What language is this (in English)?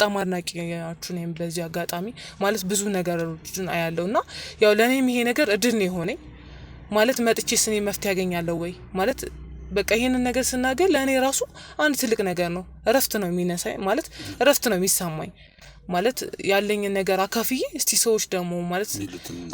Amharic